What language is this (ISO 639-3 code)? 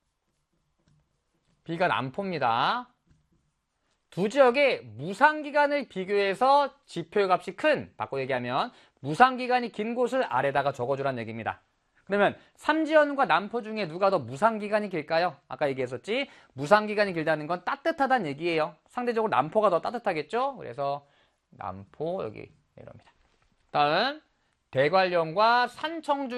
kor